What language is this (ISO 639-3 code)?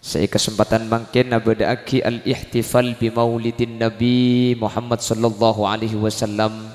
mad